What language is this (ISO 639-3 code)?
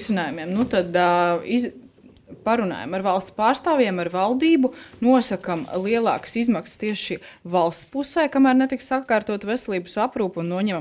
lav